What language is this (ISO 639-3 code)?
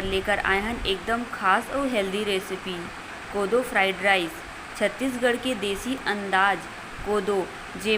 hne